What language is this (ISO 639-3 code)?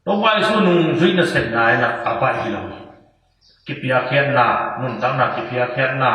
ctd